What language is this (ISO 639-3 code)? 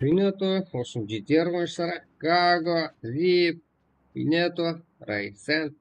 kaa